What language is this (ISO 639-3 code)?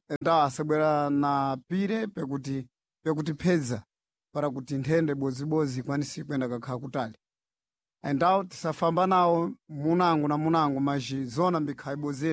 seh